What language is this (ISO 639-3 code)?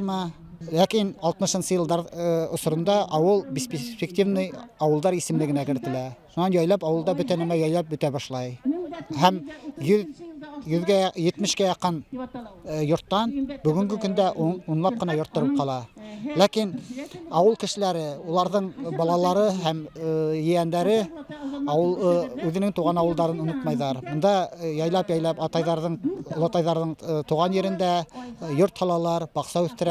bak